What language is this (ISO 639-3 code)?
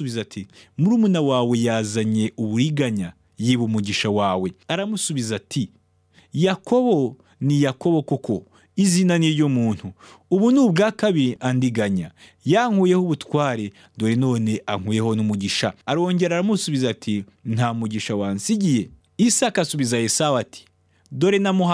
kin